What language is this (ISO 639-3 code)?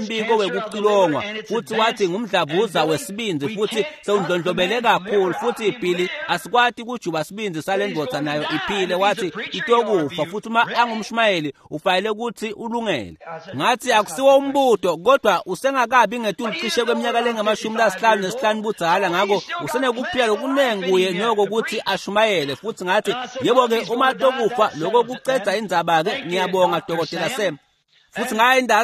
ssw